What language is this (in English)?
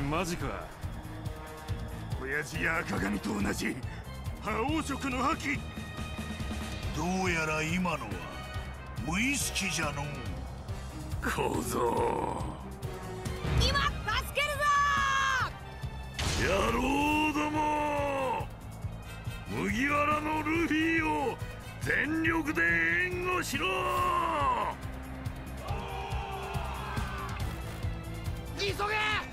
Japanese